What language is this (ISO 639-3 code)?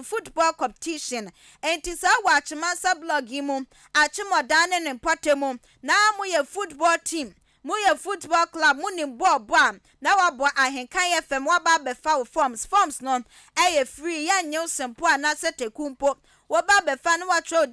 aka